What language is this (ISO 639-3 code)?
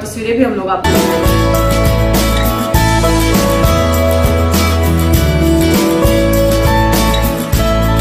hin